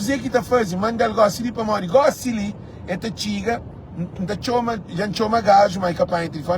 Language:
Kabuverdianu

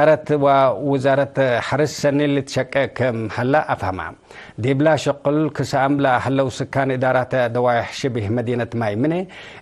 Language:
Tigre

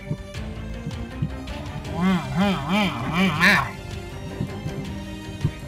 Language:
Thai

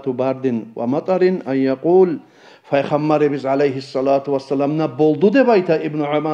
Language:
Kumyk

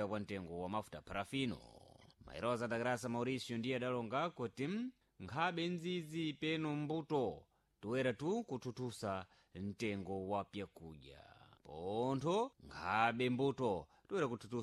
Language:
Sena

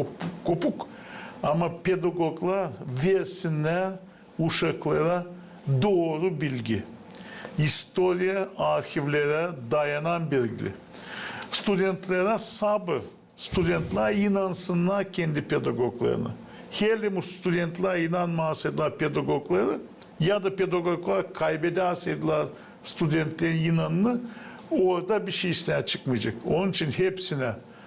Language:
Gagauz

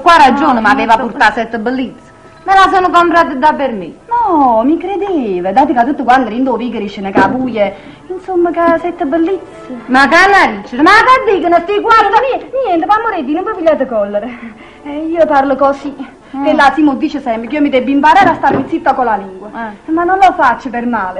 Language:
Neapolitan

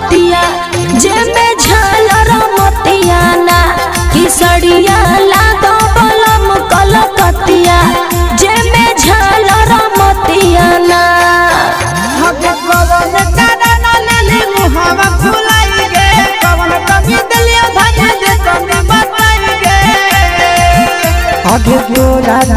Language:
Bhojpuri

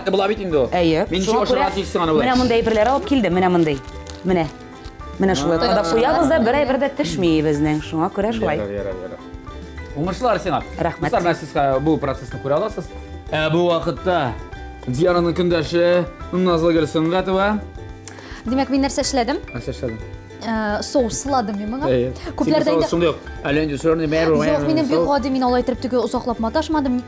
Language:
Tatar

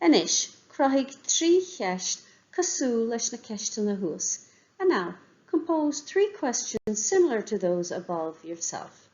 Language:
Irish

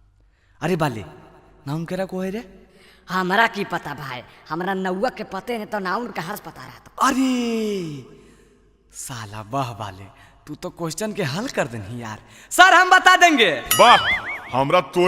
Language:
Magahi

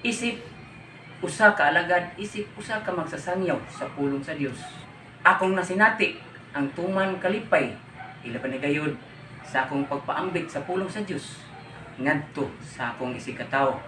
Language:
Cebuano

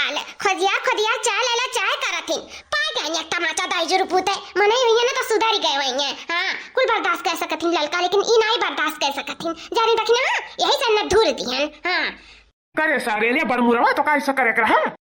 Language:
Awadhi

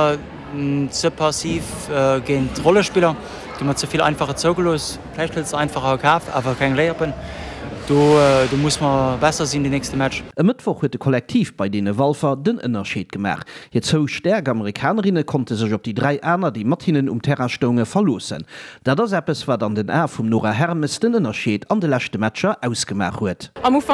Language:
Luxembourgish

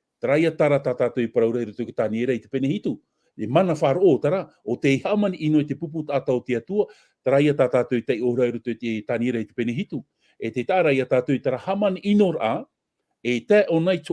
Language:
Tahitian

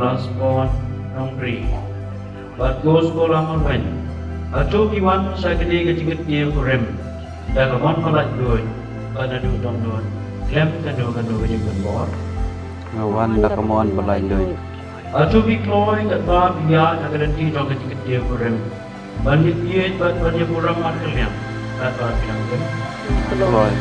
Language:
Khasi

